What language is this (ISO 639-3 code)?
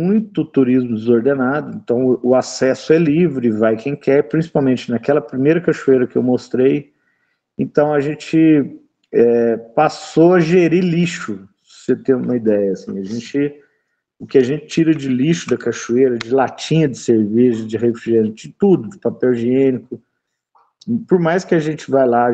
por